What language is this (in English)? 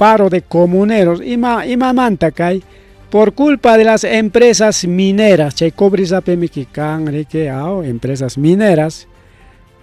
Ayacucho Quechua